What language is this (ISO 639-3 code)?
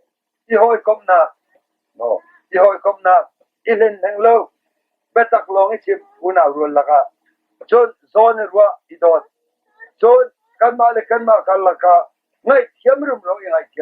cnh